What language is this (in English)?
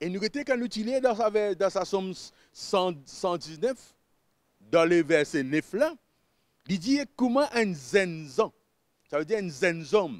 Morisyen